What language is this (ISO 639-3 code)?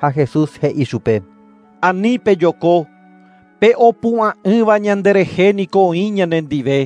grn